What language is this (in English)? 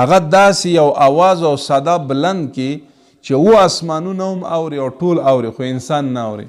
Pashto